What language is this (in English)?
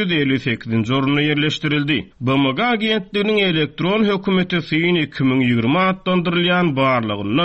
Turkmen